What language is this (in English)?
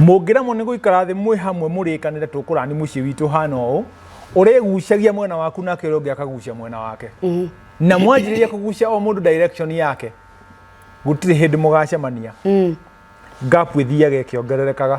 Kikuyu